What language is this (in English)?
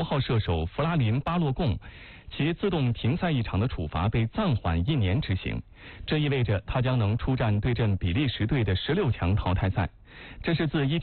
Chinese